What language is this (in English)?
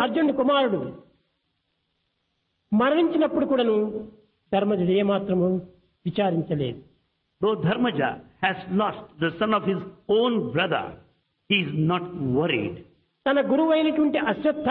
Telugu